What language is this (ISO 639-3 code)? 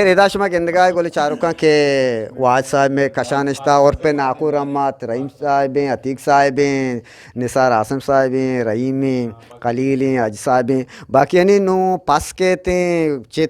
bgp